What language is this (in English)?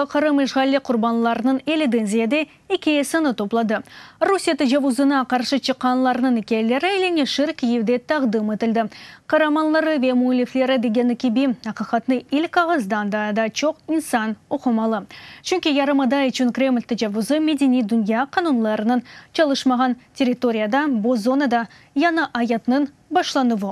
Crimean Tatar